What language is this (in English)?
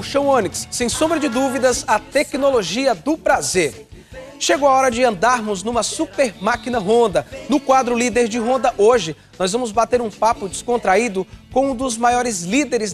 Portuguese